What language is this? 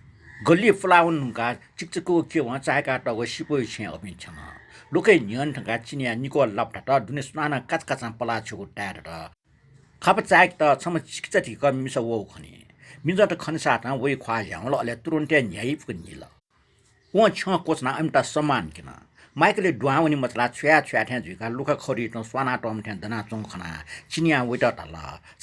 Newari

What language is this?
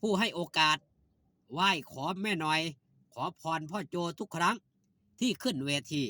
Northeastern Thai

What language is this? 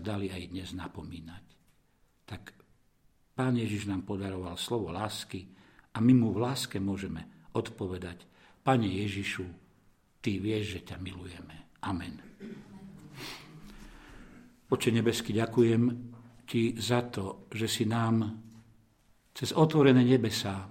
Slovak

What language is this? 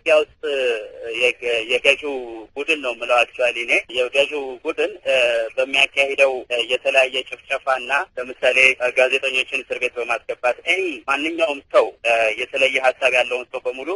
Amharic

